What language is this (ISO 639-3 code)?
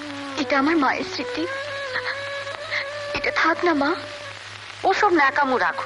ben